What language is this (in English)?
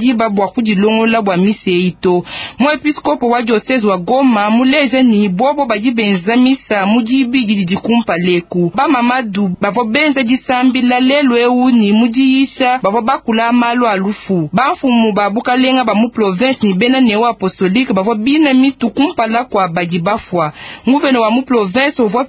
Luba-Lulua